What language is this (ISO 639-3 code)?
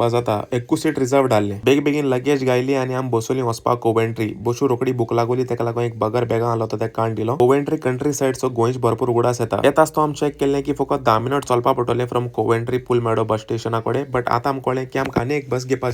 kok